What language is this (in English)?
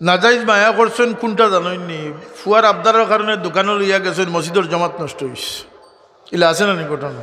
Sylheti